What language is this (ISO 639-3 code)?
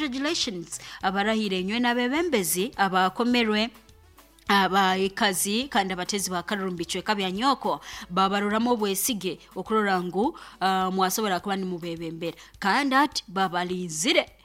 nyo